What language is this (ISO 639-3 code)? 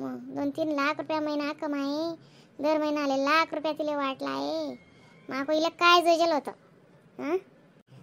khn